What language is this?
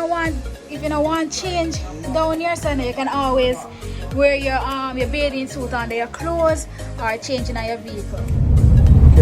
Jamaican Creole English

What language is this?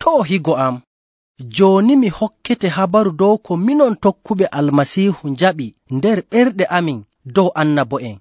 Nigerian Fulfulde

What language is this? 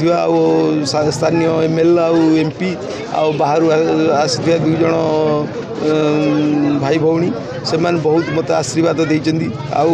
Odia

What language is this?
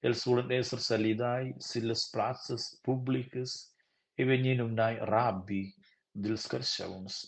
Romansh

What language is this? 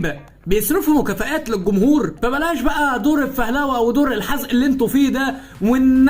Egyptian Arabic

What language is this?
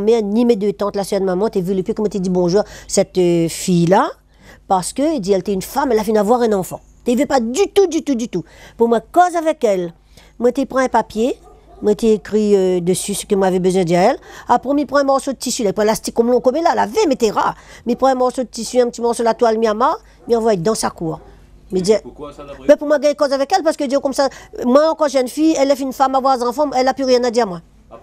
Réunion Creole French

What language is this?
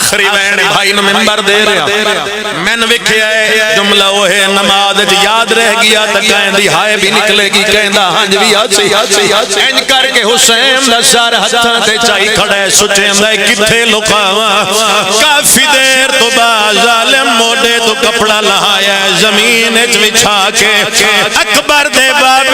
Pahari-Potwari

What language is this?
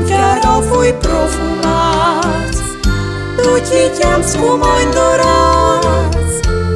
Friulian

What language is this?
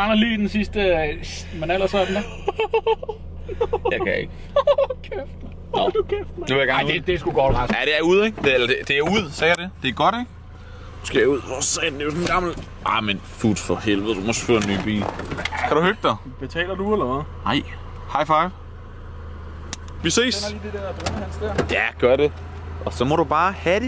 Danish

